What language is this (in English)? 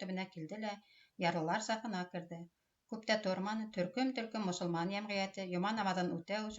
Bashkir